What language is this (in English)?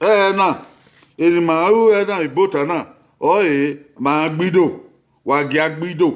Bini